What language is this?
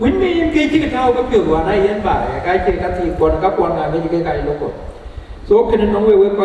Dinka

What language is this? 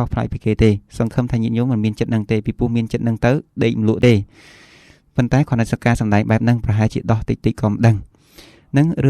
Khmer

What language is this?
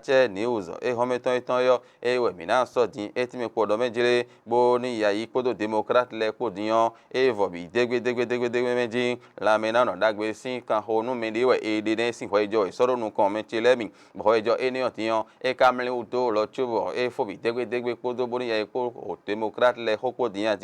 Fon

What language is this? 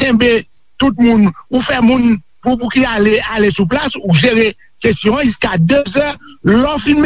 Haitian Creole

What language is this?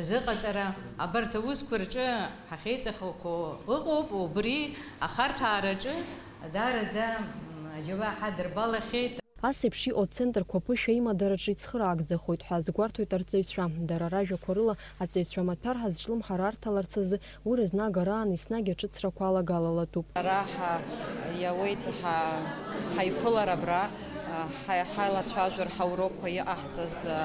Abkhazian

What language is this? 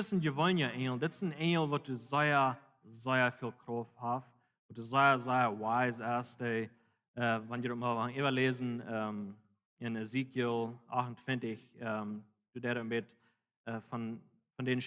Plautdietsch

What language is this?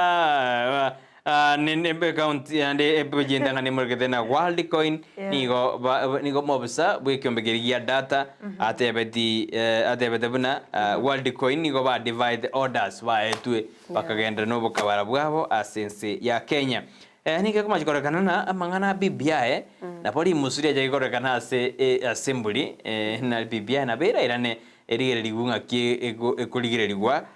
Gusii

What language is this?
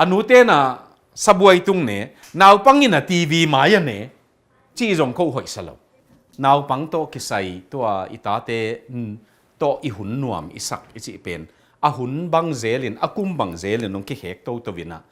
Tedim Chin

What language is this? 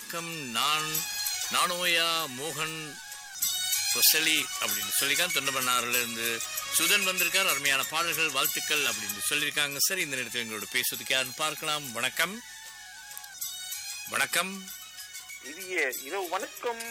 Tamil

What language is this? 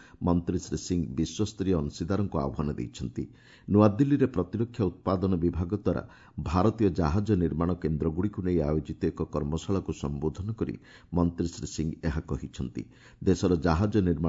Odia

